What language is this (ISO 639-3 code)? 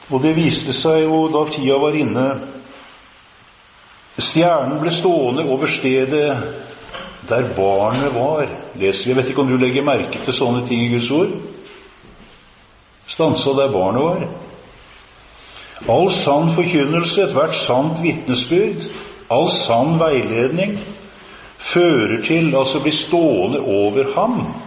nor